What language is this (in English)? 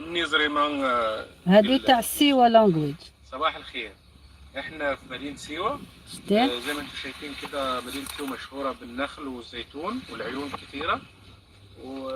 Algerian Arabic